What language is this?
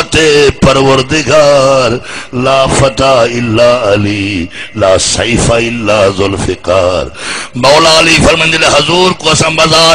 Saraiki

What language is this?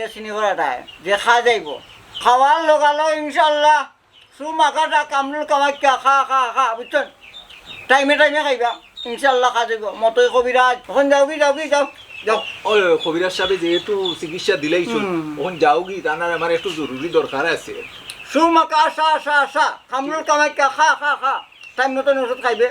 Sylheti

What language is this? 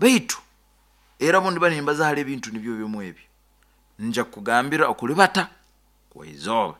Nyoro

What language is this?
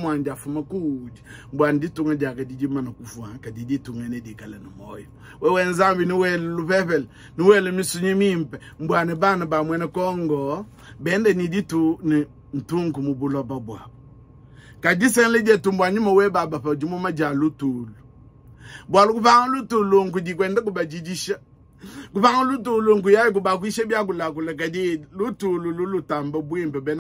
Luba-Lulua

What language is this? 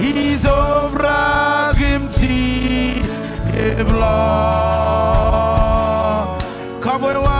Marshallese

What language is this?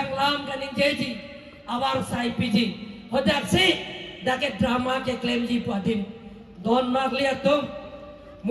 Karbi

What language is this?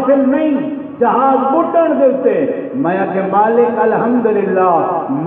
Saraiki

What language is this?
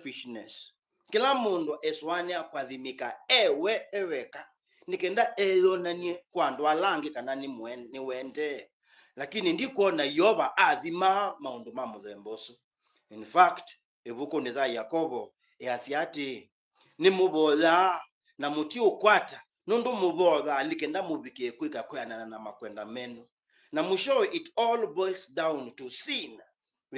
Kamba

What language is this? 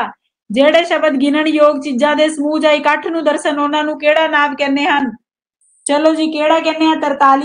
Punjabi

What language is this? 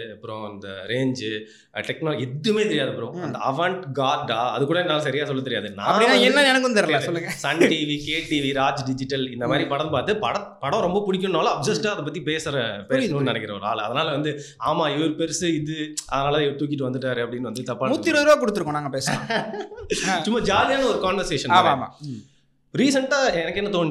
Tamil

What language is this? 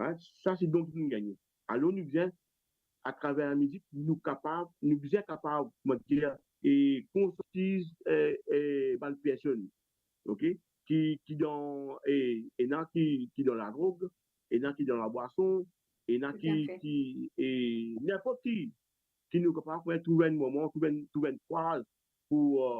Morisyen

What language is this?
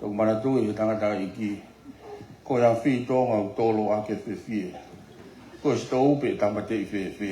Tongan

